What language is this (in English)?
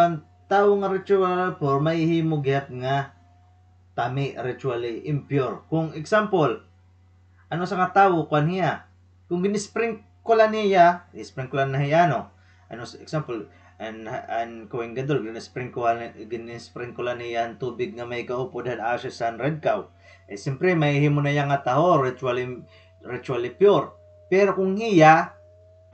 Waray